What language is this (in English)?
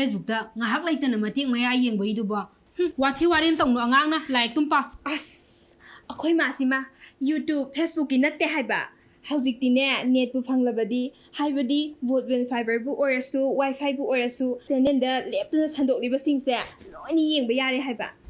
Manipuri